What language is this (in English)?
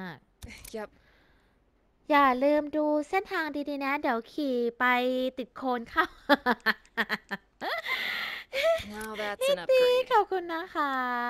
Thai